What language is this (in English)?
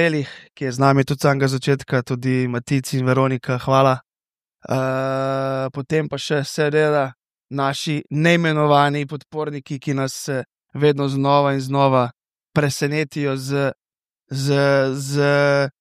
Slovenian